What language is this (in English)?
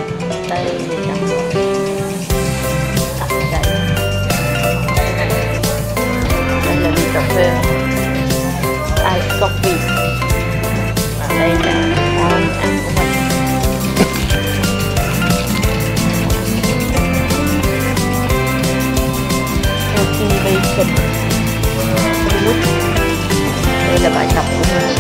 Vietnamese